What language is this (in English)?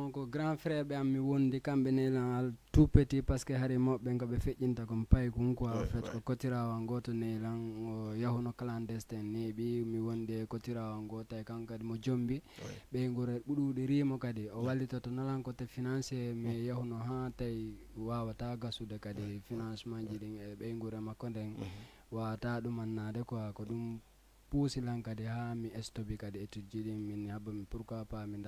Fula